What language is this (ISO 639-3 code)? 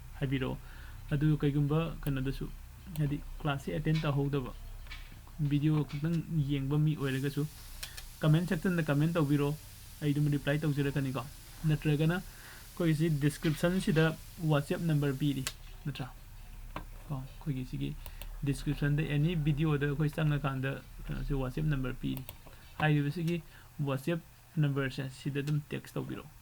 mni